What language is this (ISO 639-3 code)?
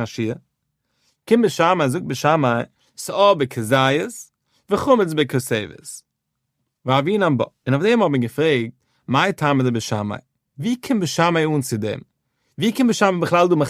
yid